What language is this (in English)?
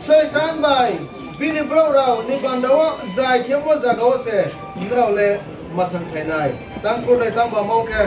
Riang (India)